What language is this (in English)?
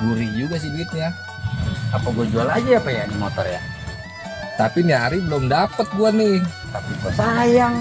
Betawi